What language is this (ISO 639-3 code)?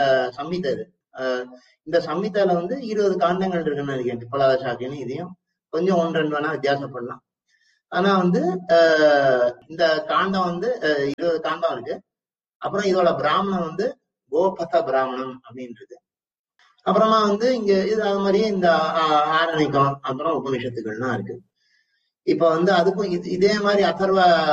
tam